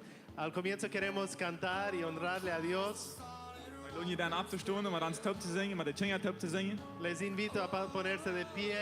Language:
Plautdietsch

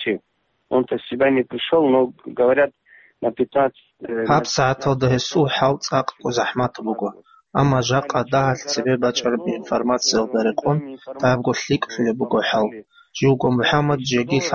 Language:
Avaric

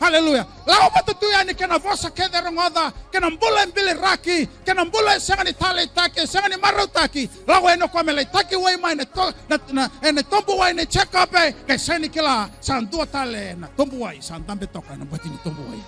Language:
Fijian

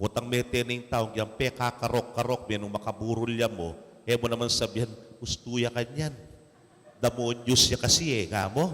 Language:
Pampanga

